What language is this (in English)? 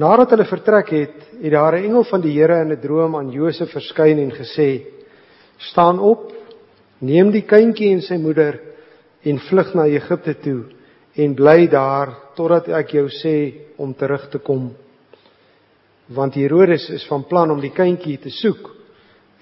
Afrikaans